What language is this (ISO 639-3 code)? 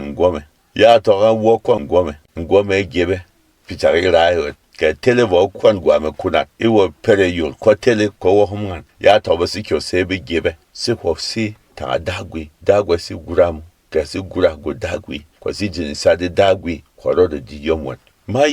bom